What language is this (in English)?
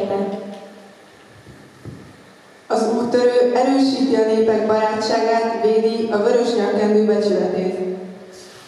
Hungarian